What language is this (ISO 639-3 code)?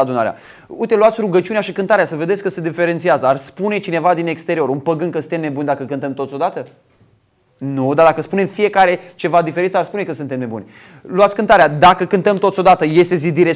ron